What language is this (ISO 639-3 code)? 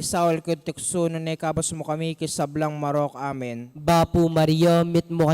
pam